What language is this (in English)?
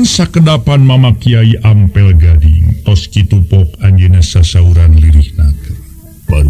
Sundanese